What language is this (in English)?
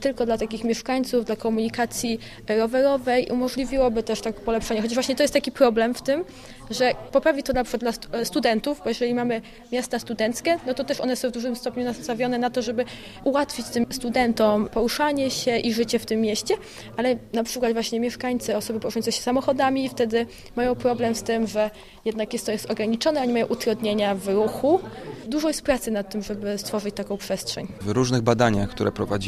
Polish